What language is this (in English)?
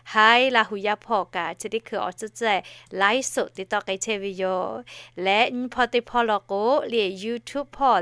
Lahu